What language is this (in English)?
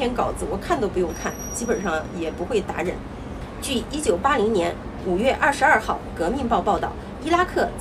Chinese